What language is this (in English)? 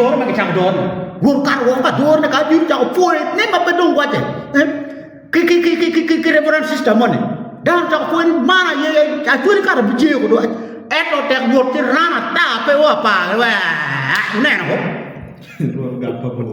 Acoli